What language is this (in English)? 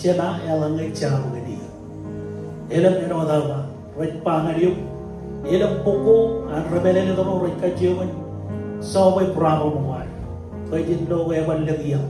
Marshallese